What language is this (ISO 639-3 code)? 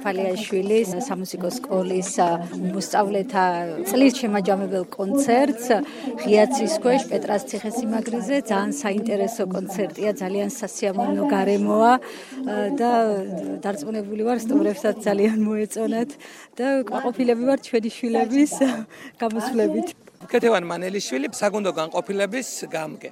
kat